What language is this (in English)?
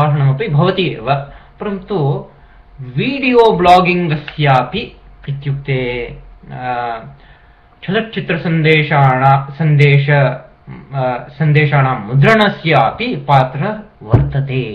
Sanskrit